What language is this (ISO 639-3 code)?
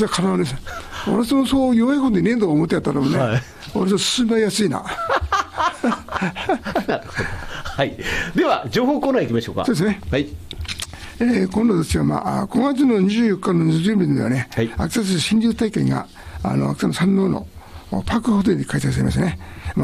jpn